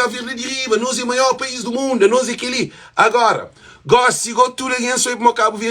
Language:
Kabuverdianu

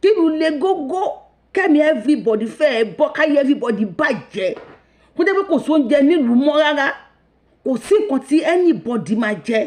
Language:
Yoruba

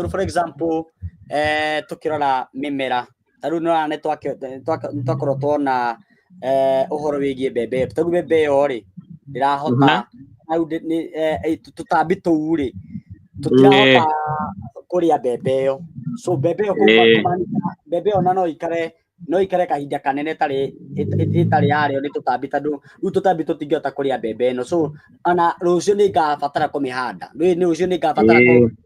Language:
Kikuyu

